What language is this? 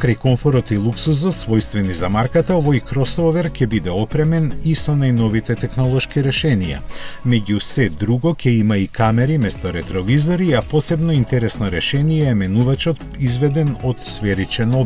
Macedonian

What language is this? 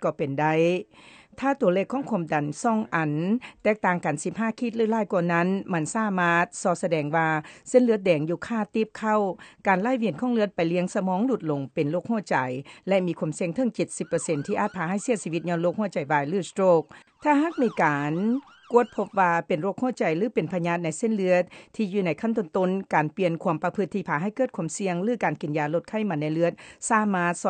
Lao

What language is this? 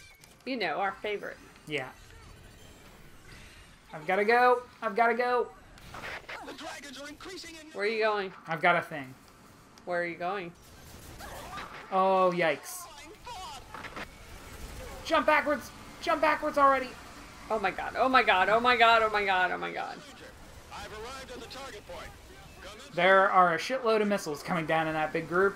English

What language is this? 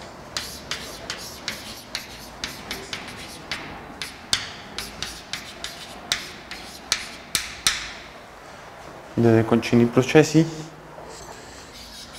Spanish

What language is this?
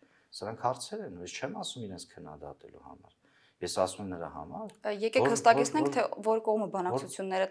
Armenian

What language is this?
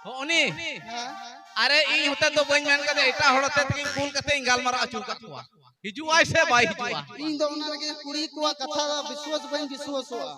Santali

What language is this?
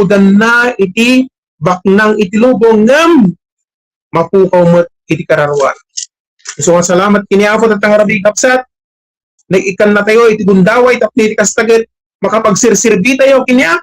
Iloko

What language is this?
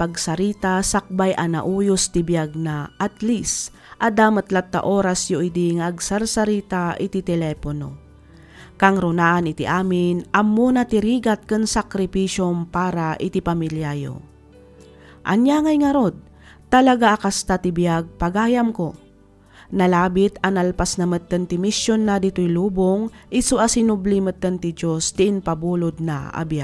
Iloko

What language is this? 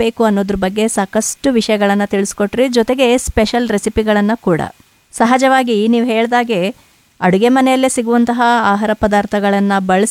Kannada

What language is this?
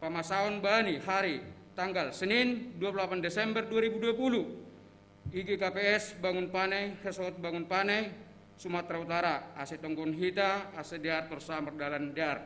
Batak Simalungun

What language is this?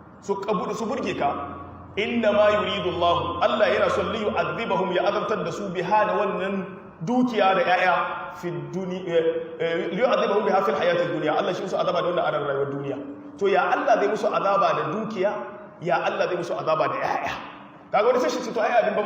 Hausa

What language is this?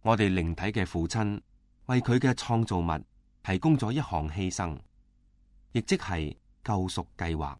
Cantonese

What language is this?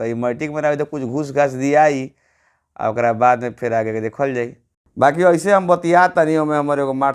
Bhojpuri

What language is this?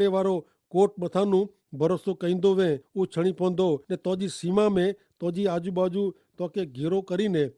Kachhi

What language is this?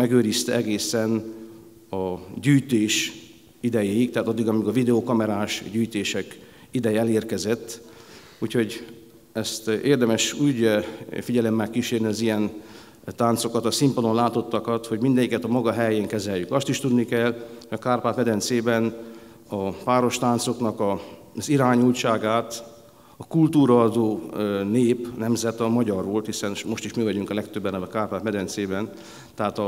Hungarian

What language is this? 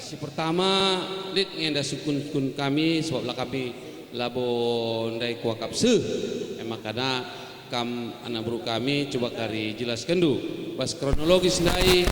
Batak Karo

